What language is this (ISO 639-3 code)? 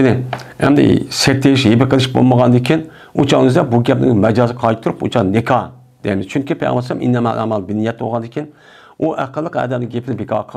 uig